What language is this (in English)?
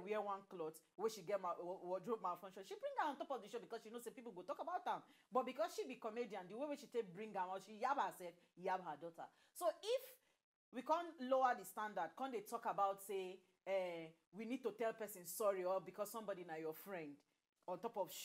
Nigerian Pidgin